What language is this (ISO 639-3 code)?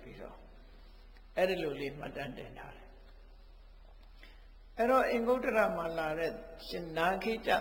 mya